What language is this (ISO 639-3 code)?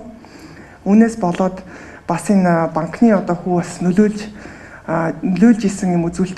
mon